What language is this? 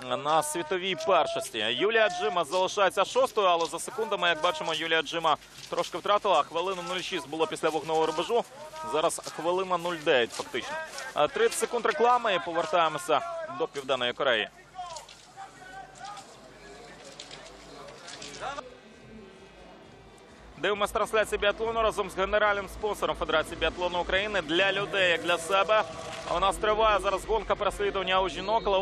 Ukrainian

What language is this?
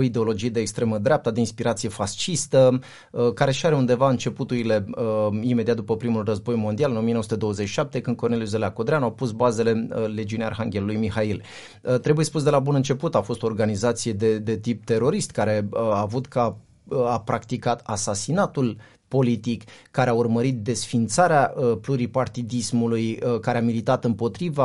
Romanian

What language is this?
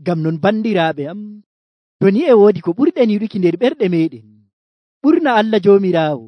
Nigerian Fulfulde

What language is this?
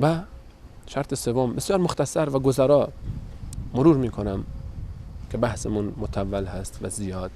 Persian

